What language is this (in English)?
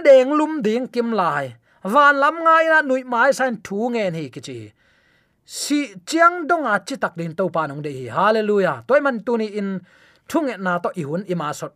Tedim Chin